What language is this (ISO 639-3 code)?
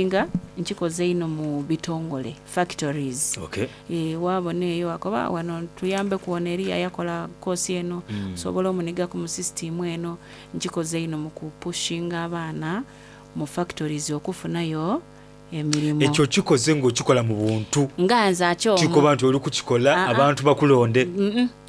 xog